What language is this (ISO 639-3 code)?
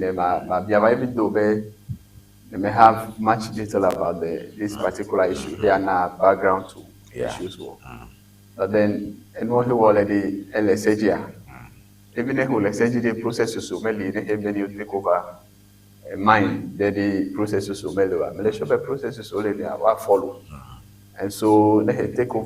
ewe